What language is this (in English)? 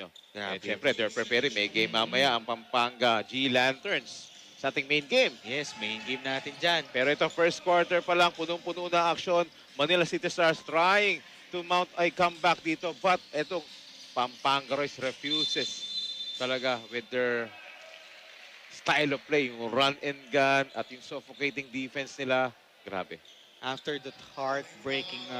Filipino